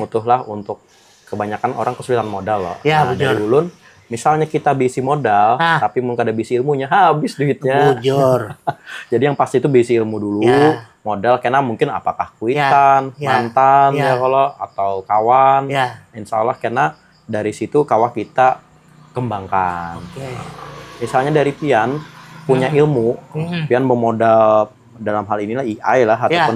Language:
Banjar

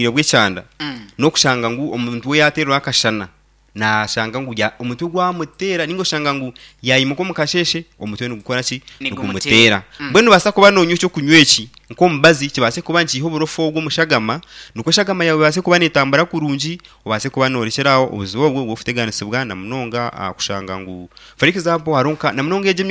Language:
Nyankole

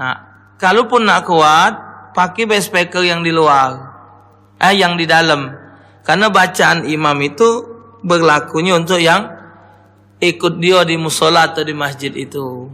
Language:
Musi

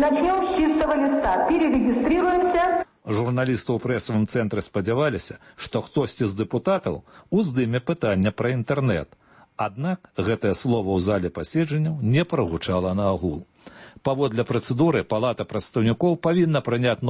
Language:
Belarusian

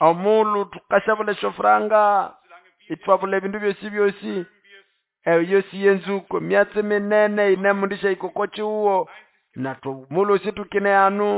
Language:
Nande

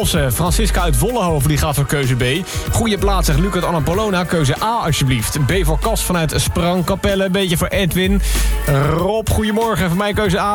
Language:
Dutch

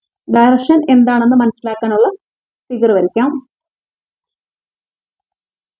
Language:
Malayalam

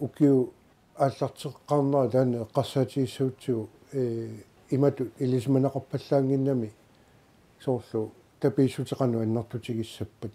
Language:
Kalaallisut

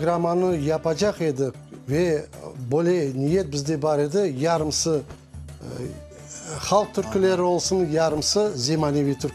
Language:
Crimean Tatar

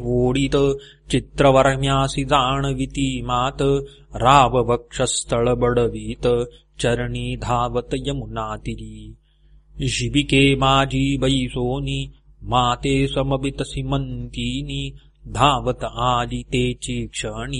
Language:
Marathi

